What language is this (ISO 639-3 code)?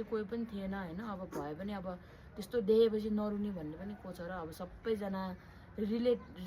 nep